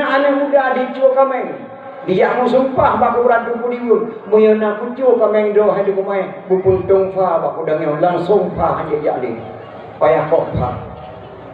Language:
Achinese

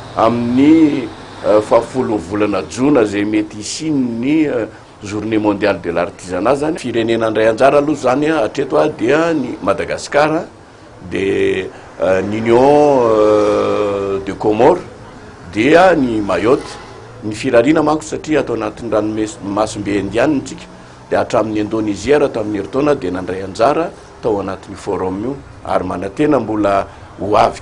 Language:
Malagasy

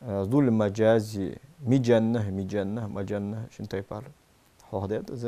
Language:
Ingush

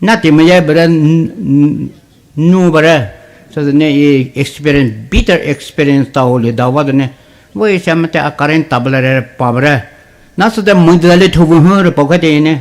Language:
Poumei Naga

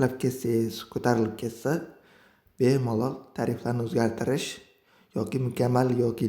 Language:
Uzbek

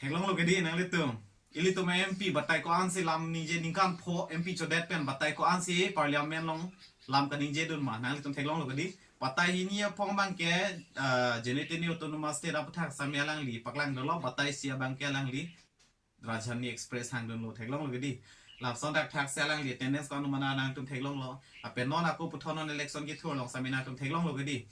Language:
Karbi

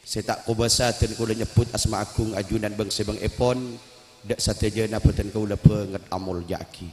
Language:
Madurese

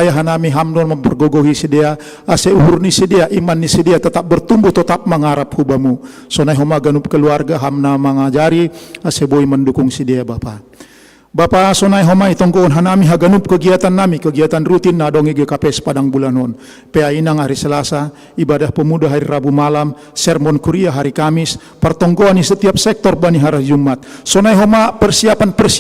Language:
Batak Simalungun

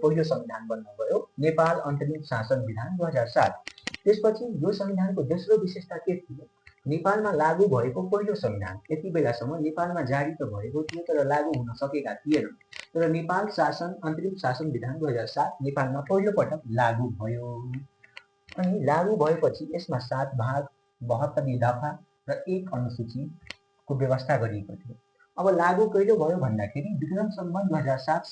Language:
Nepali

